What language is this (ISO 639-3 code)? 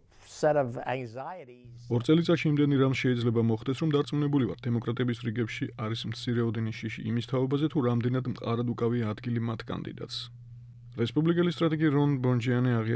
kat